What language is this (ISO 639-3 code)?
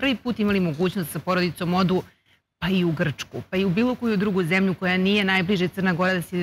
srp